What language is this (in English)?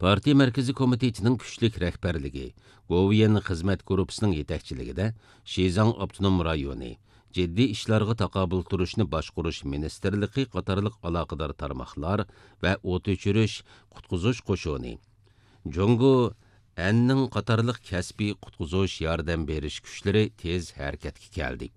Uyghur